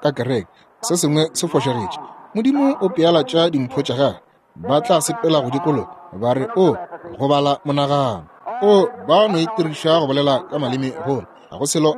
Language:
Northern Sotho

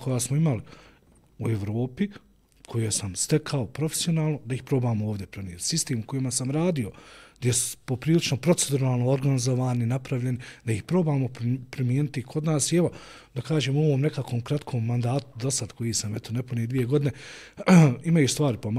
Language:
Bosnian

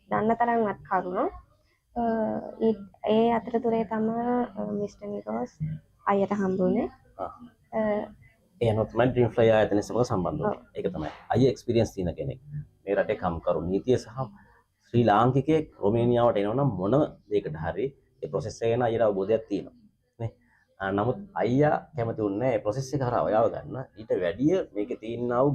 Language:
Sinhala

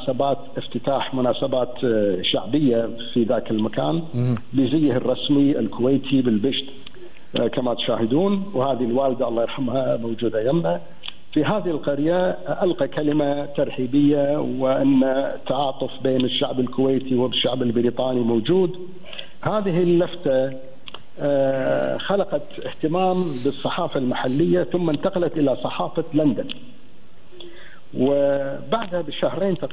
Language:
Gulf Arabic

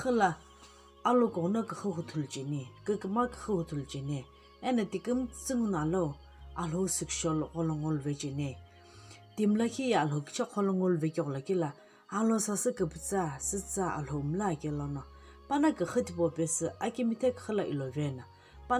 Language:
Sumi Naga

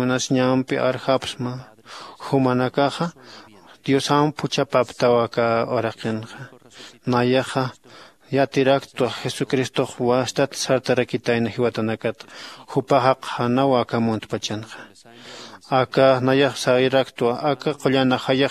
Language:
Aymara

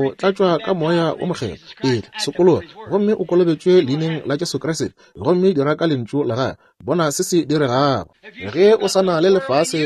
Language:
Northern Sotho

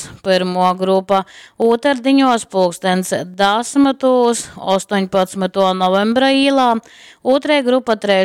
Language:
Latgalian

